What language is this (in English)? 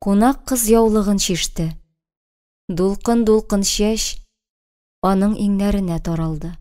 Tatar